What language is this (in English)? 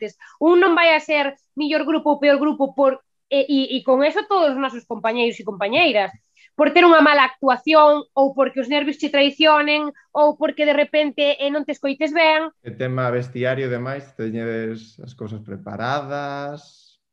Galician